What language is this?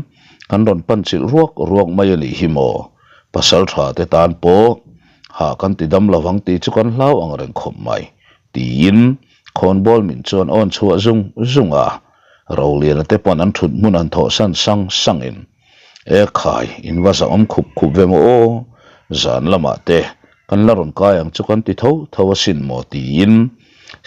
Mizo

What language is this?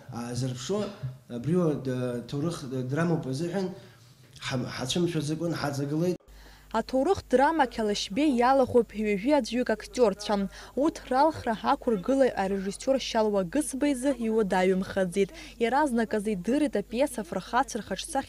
Abkhazian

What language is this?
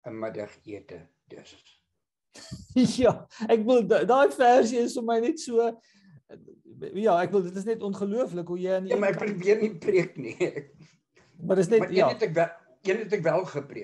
Afrikaans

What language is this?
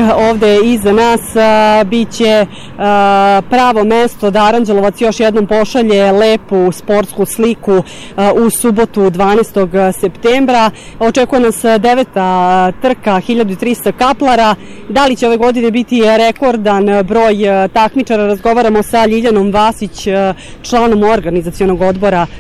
Serbian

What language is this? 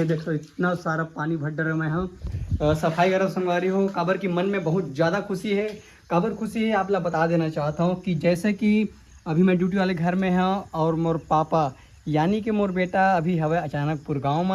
Chhattisgarhi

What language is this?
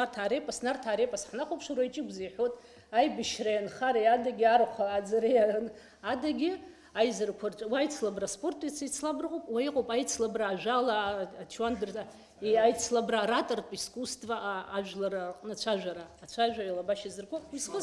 Abkhazian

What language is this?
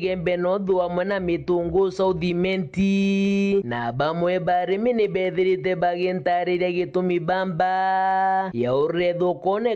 Meru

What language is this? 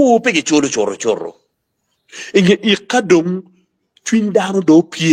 Acoli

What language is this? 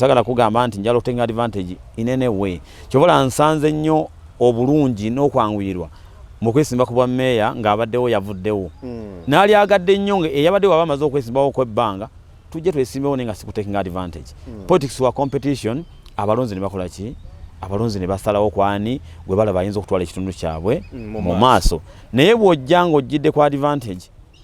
Ganda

